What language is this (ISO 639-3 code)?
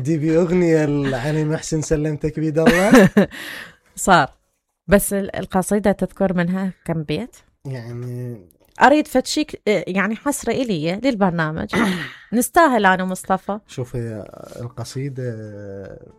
acm